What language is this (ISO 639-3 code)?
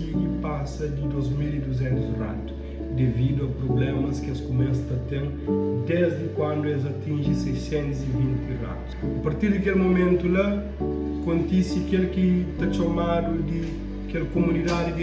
kea